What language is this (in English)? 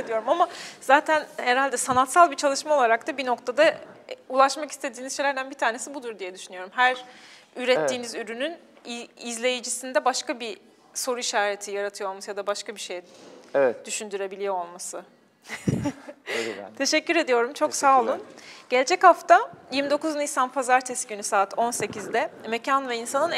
Turkish